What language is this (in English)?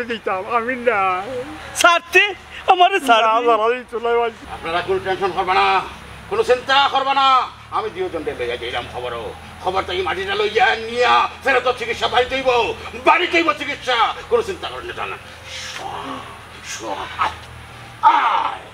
Sylheti